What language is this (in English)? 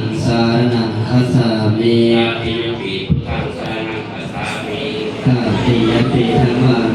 Pali